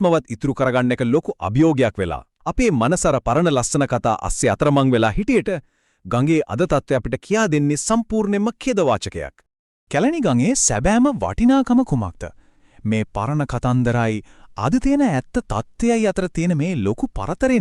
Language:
Sinhala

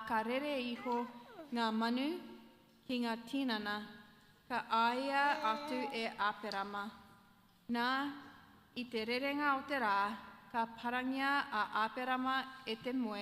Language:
Māori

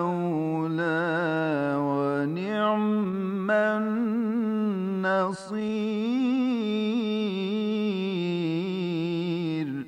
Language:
Bosnian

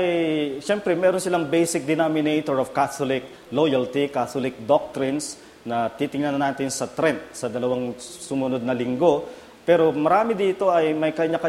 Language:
Filipino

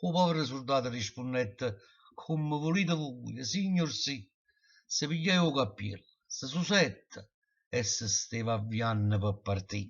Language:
Neapolitan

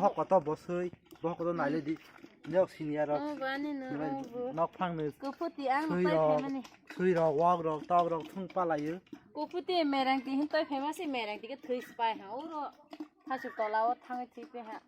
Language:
Kok Borok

